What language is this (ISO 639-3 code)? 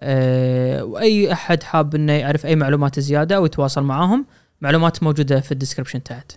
afb